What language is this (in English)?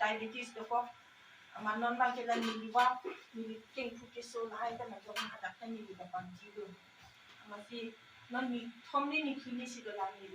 Karbi